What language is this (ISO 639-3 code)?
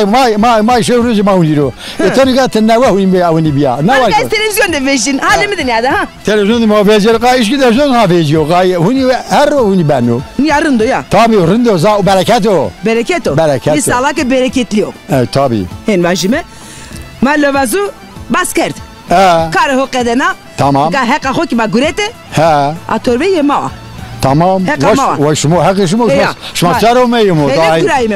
zza